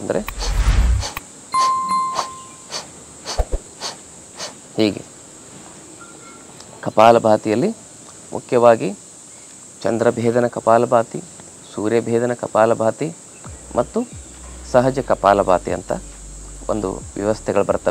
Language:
Kannada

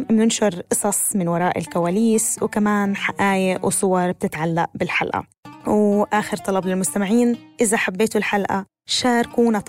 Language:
North Levantine Arabic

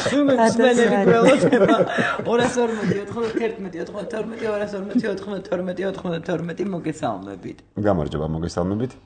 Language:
Georgian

